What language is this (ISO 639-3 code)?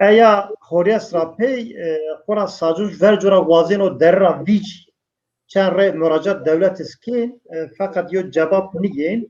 zza